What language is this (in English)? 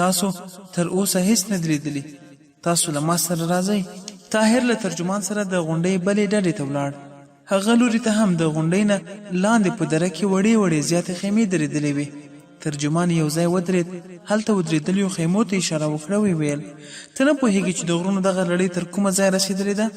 Pashto